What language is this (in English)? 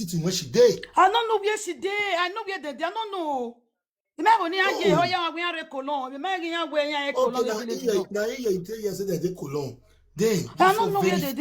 Nigerian Pidgin